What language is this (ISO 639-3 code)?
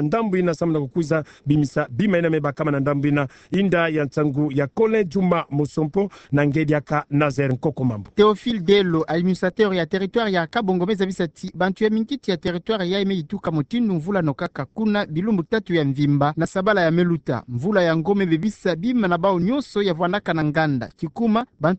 ktu